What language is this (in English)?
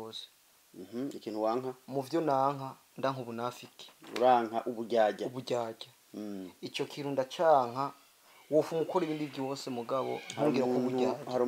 Rundi